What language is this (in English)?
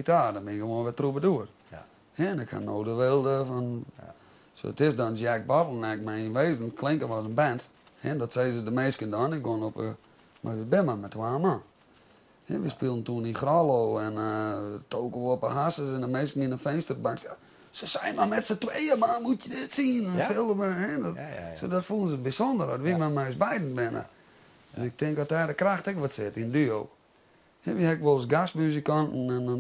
Western Frisian